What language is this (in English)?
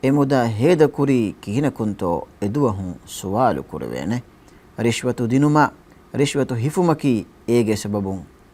Divehi